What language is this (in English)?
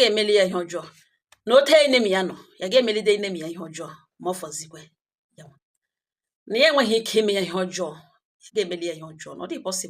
Igbo